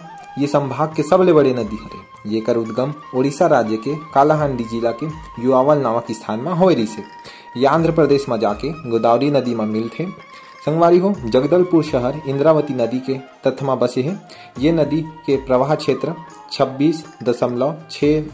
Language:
Chhattisgarhi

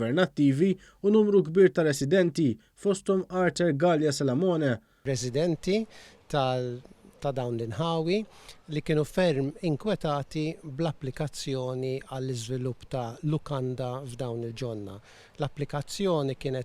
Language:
Maltese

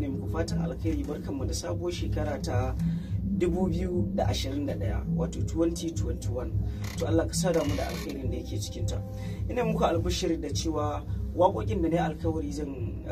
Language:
Hausa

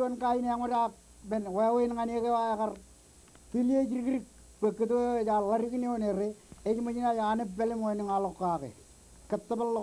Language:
Marshallese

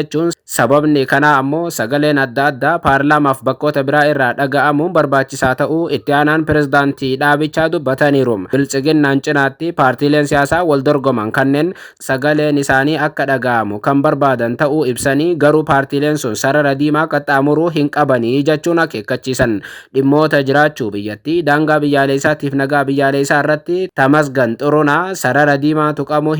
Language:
Oromo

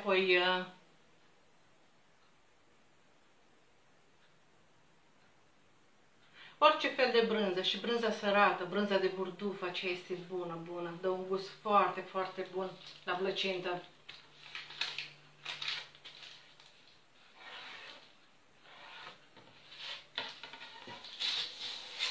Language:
Romanian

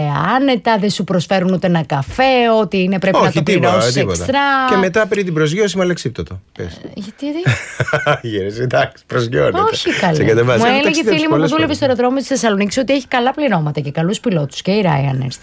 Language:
Greek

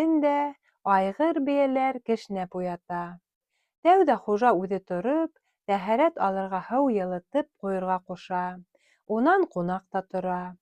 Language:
Bashkir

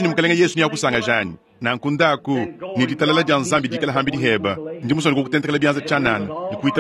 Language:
Luba-Lulua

